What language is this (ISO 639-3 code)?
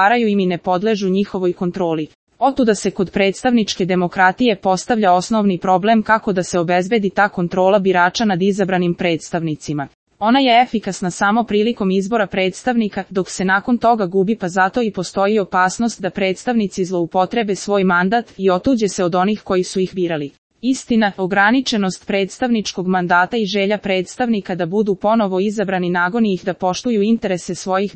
srp